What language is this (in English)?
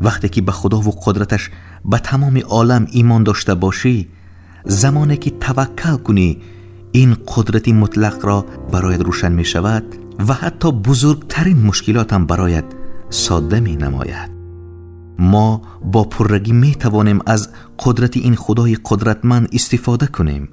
Tajik